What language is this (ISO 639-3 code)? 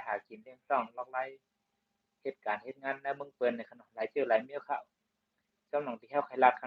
shn